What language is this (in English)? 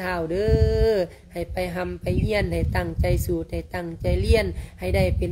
Lao